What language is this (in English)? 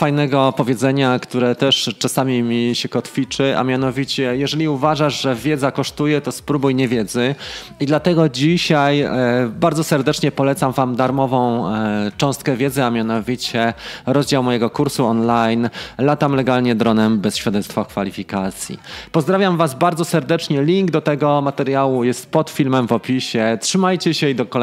Polish